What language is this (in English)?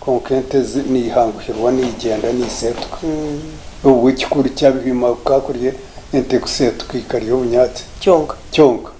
Nyankole